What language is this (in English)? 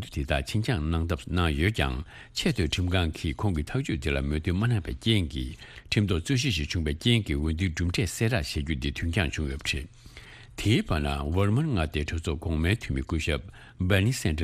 Tibetan